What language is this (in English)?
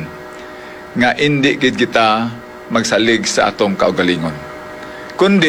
Hiligaynon